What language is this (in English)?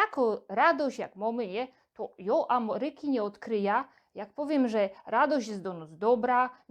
Silesian